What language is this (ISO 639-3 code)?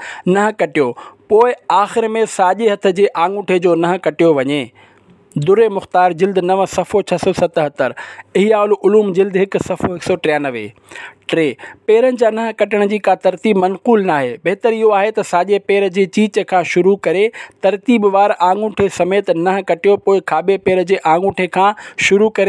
snd